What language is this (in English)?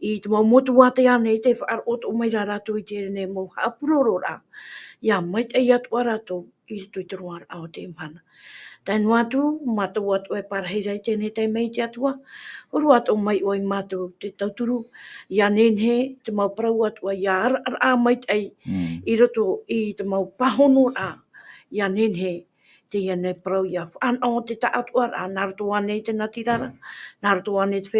Tahitian